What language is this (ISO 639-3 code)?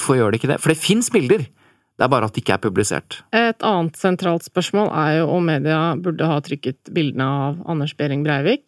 nor